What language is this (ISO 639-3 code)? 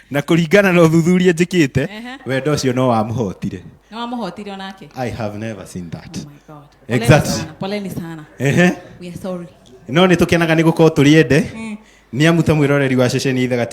kik